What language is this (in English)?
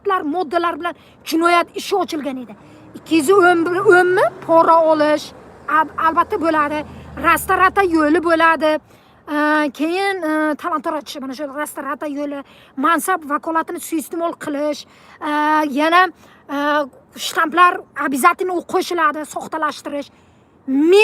Uzbek